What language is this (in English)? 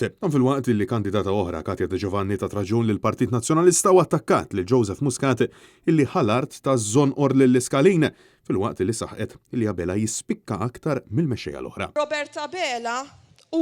Maltese